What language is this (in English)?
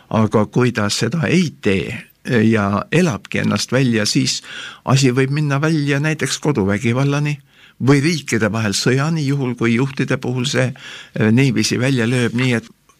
Estonian